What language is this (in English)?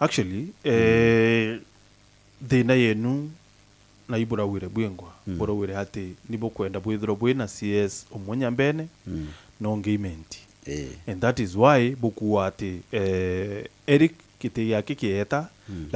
Meru